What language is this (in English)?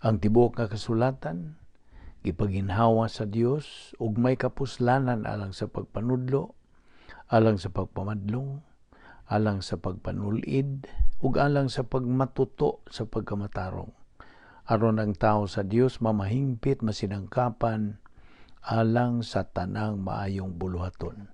Cebuano